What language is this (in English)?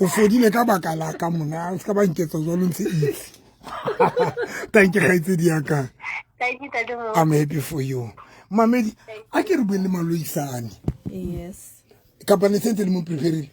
Southern Sotho